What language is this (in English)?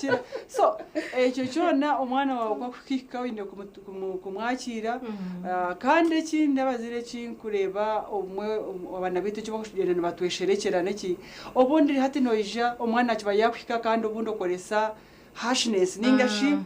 Nyankole